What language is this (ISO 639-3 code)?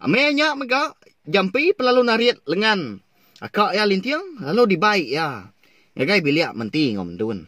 iba